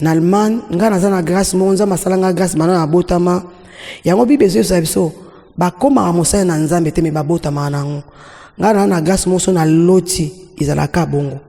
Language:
Lingala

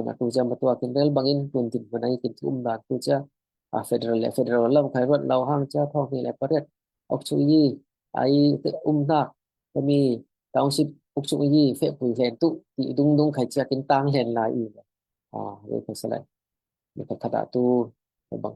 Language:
Falam Chin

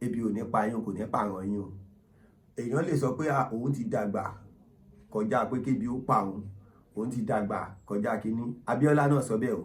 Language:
Yoruba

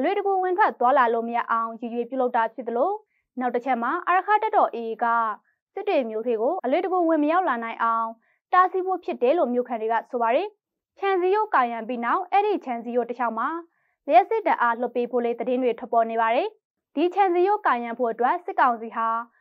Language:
Burmese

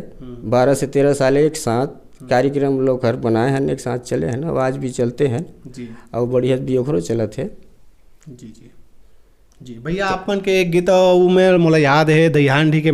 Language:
Chhattisgarhi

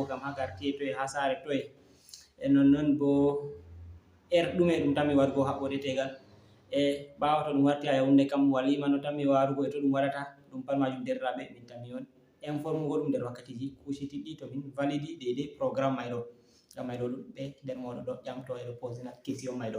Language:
Fula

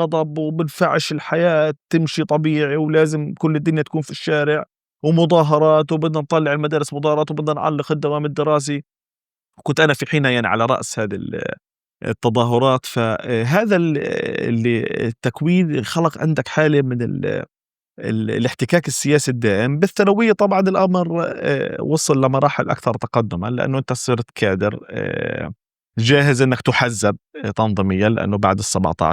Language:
North Levantine Arabic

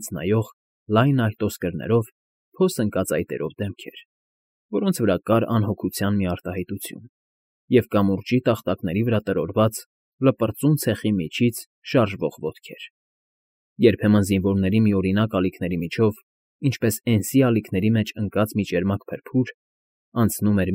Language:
Armenian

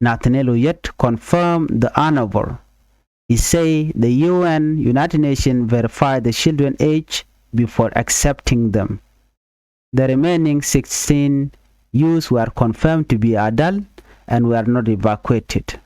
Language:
Nuer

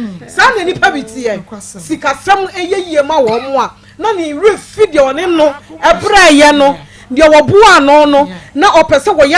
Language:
Akan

